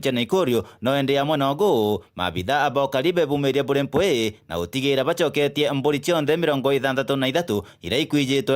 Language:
Meru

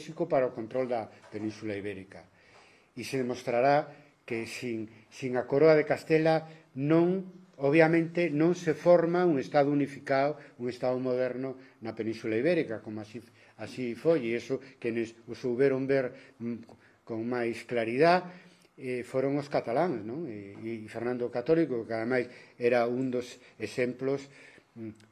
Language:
Galician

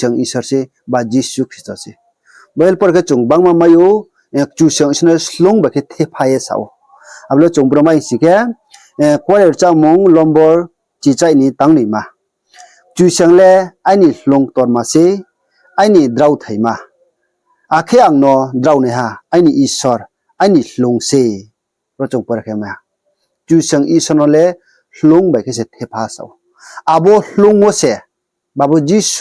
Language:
Riang (India)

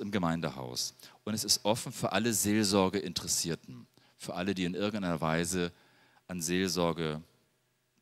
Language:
German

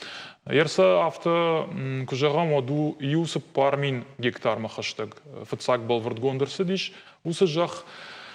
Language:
Ossetic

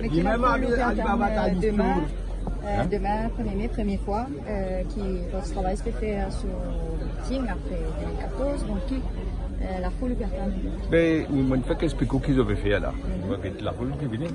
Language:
Morisyen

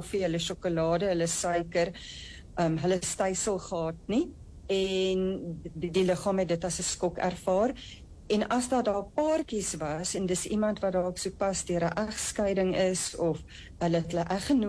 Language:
Afrikaans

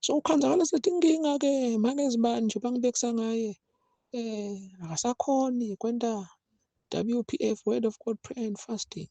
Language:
Zulu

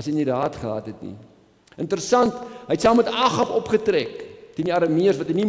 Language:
Afrikaans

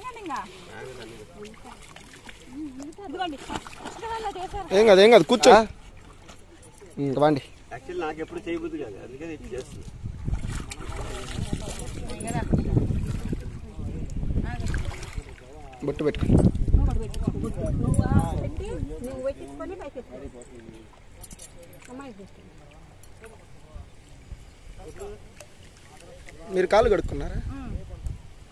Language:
Telugu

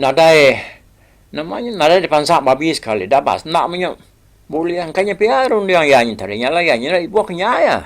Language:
Iban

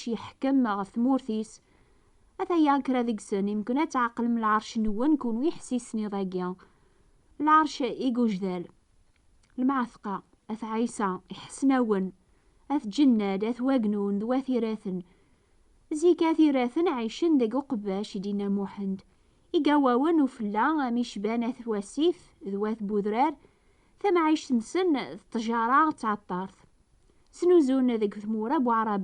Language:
Kabyle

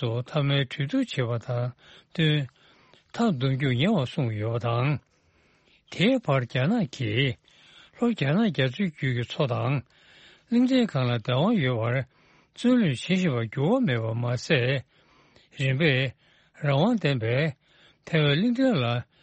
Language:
Tibetan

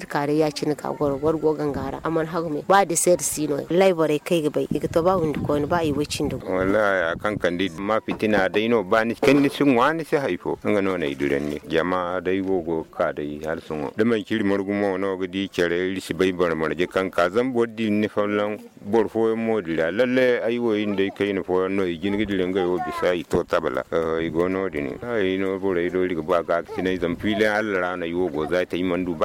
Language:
Zarma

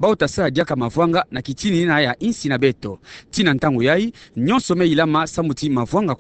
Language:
Kituba (Democratic Republic of Congo)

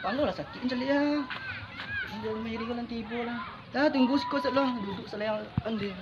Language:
Minangkabau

